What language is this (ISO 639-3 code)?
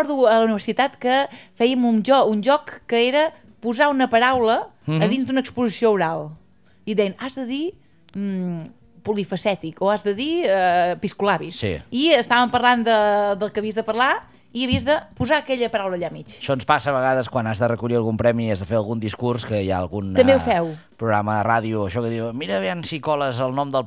cat